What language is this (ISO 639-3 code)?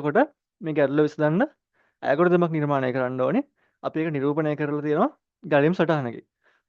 sin